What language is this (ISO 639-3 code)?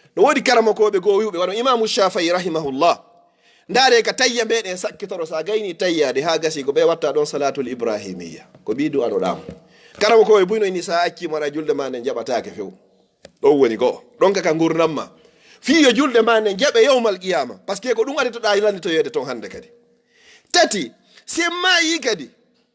ful